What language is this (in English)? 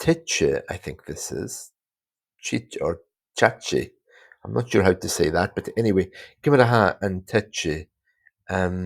Scottish Gaelic